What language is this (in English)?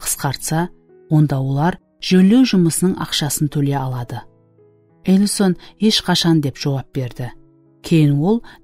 Kara-Kalpak